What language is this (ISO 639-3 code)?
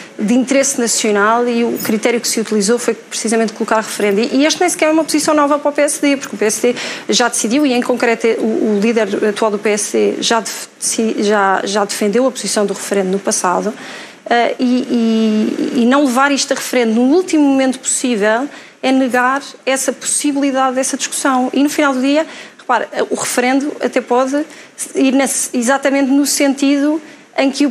por